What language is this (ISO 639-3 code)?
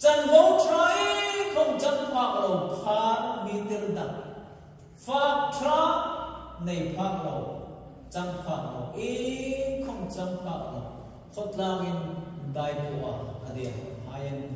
hmr